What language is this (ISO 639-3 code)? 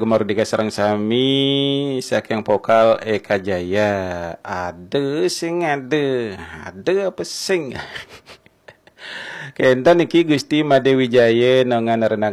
ban